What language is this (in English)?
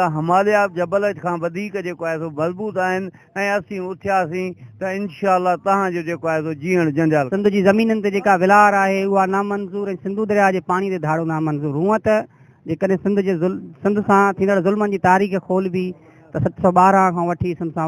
Sindhi